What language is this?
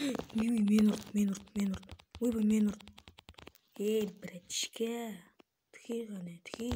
Kara-Kalpak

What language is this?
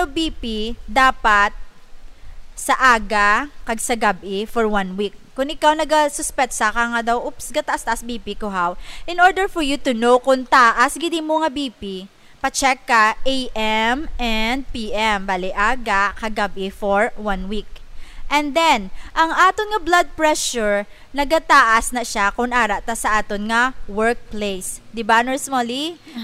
Hiligaynon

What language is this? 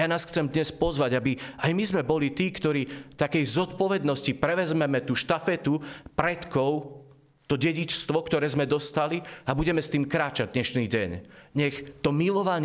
Slovak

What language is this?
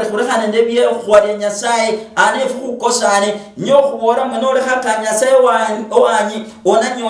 Luyia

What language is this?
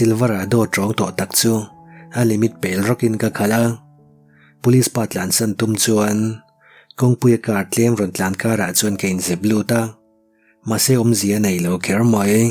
Mizo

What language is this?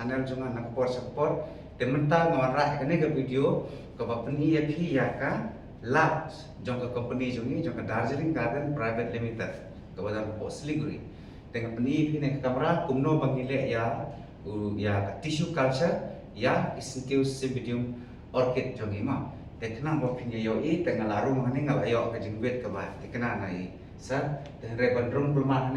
Khasi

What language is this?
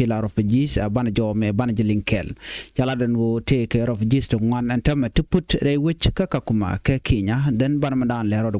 Nuer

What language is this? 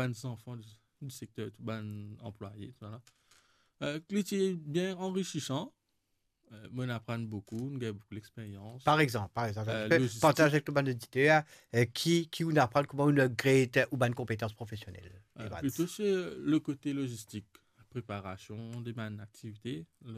Morisyen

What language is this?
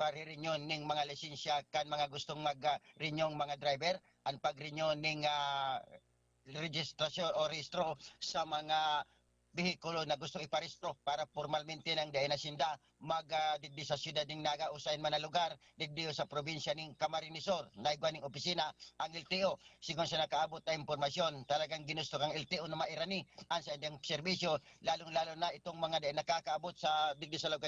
Bikol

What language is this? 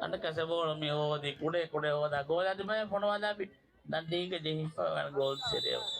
Divehi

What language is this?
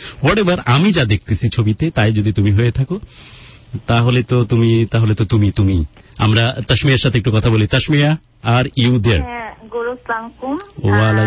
Bangla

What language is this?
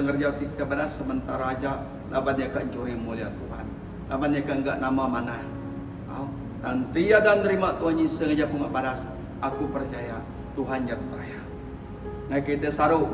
Iban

